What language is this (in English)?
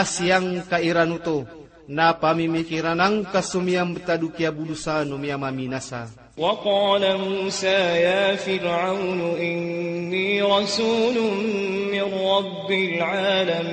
Maranao